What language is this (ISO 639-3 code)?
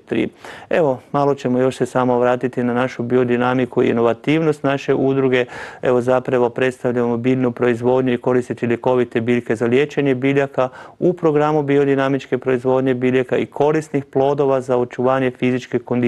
hrv